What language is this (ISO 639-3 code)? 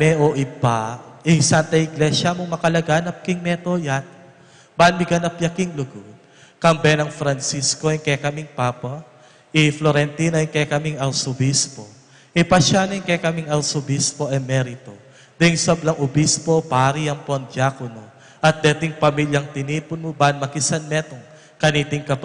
pam